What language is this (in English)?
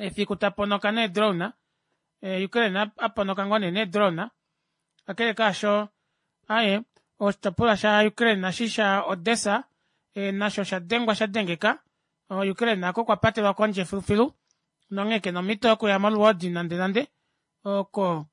Kuanyama